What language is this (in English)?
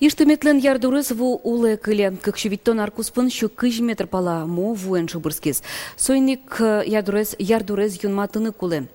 Udmurt